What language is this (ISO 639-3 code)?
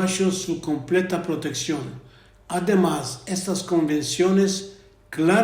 lad